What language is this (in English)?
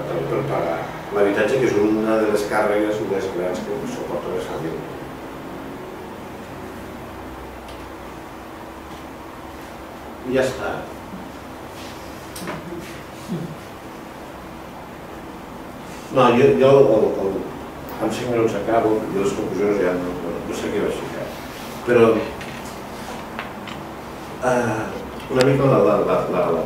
Catalan